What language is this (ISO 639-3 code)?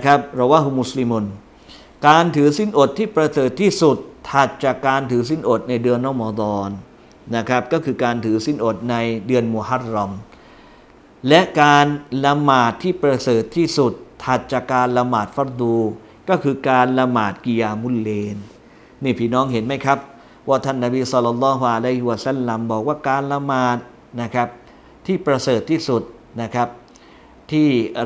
tha